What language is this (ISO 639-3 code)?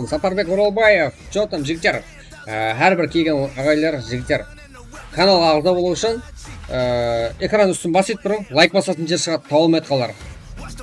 kaa